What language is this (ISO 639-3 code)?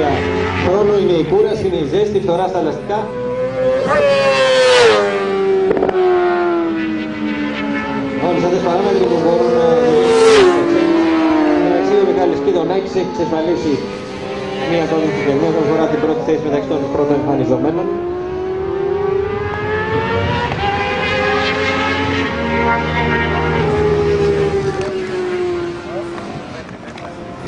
ell